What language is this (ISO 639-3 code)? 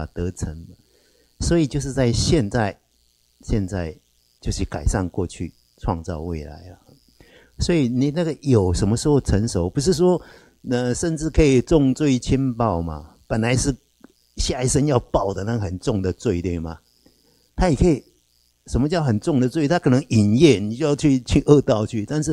zho